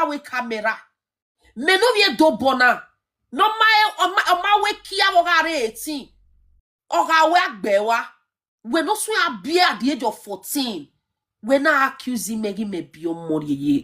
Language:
Nigerian Pidgin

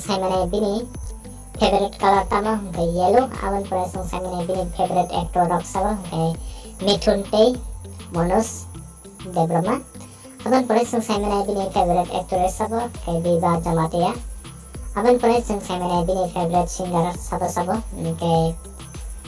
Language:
Kok Borok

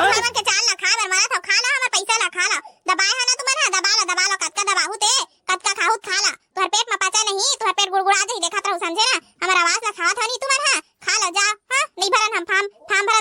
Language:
Chhattisgarhi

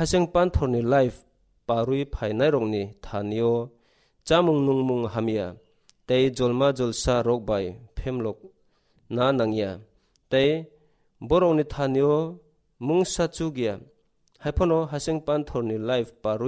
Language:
Kok Borok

